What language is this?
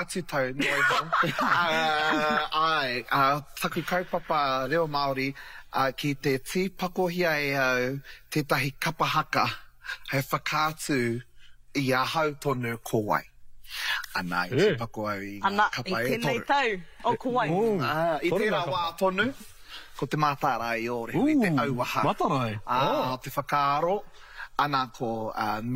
Māori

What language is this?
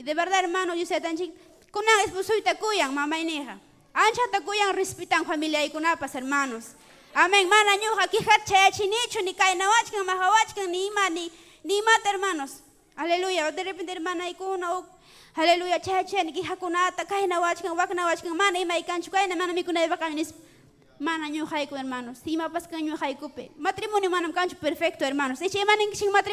Ayacucho Quechua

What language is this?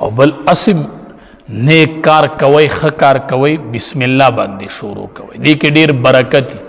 Pashto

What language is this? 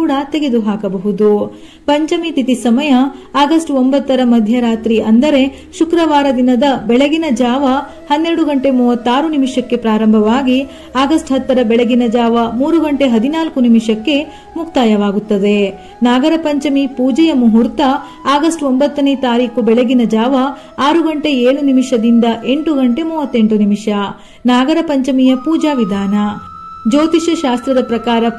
Kannada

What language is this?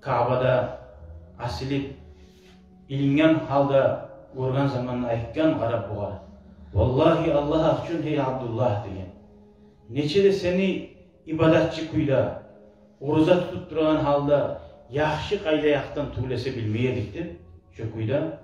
Kumyk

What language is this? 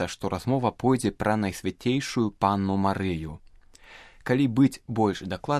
Belarusian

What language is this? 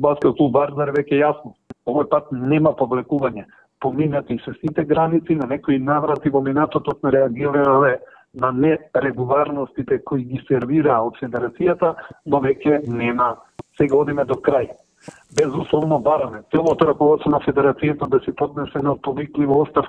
Macedonian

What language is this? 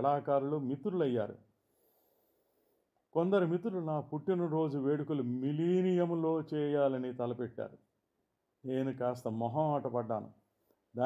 Telugu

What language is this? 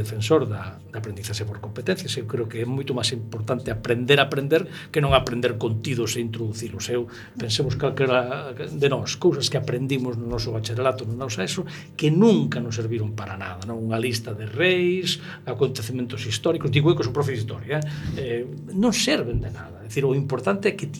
Galician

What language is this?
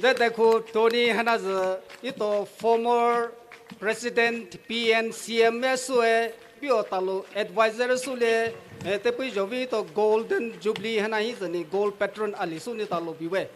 Poumei Naga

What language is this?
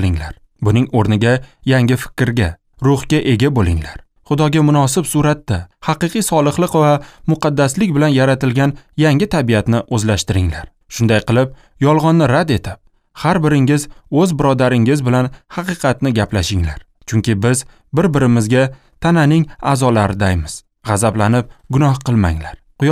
Uzbek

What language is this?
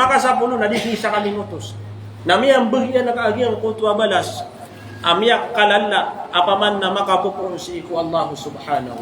Maranao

